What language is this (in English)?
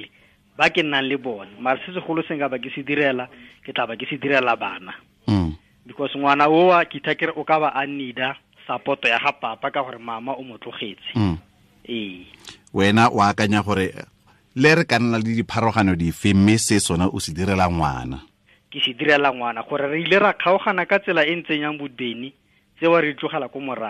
Tswana